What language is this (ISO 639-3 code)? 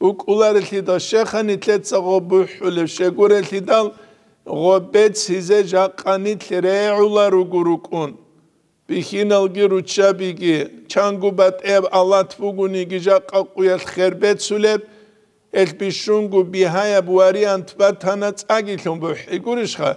ava